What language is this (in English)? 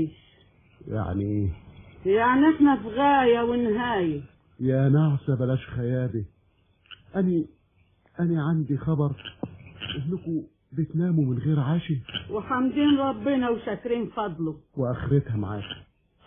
Egyptian Arabic